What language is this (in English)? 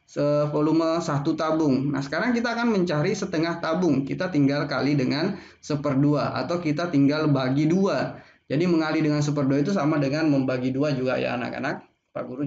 Indonesian